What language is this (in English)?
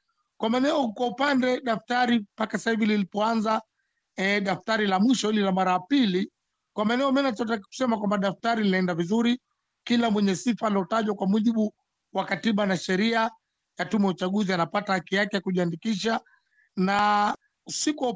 Swahili